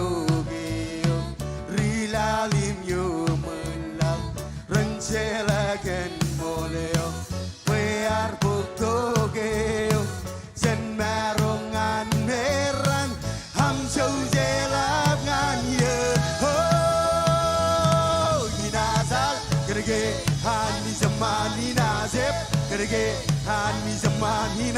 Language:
Marshallese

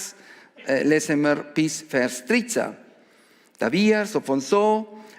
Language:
Swiss German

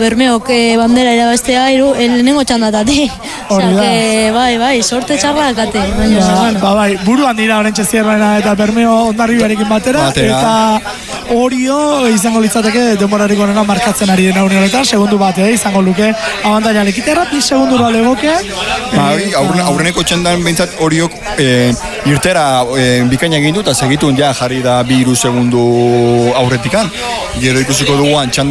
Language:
Basque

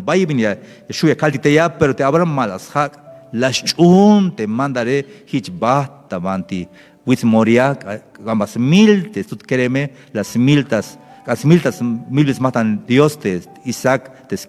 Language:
Tzeltal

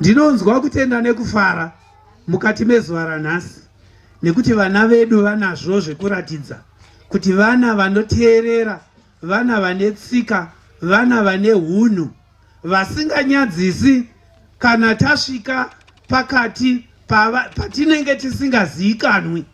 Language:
Shona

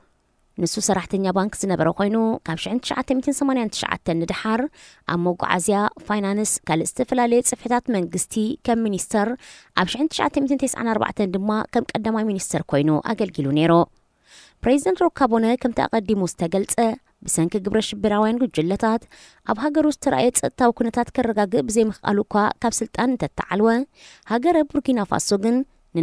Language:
Tigrinya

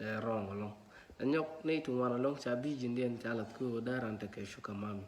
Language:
Nuer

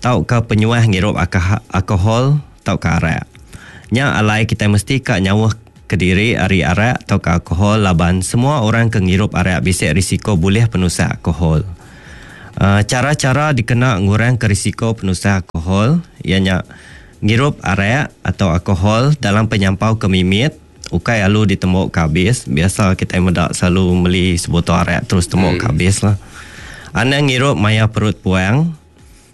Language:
Iban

